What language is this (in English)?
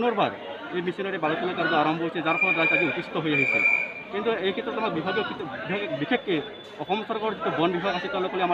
Assamese